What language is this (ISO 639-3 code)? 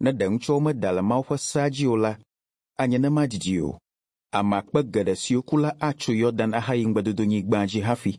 ewe